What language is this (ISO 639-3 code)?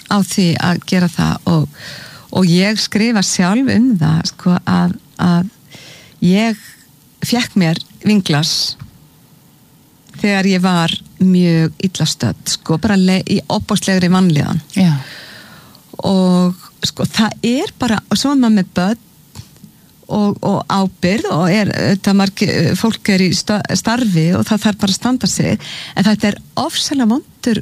isl